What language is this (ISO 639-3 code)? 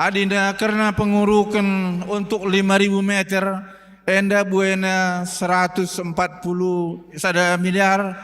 btx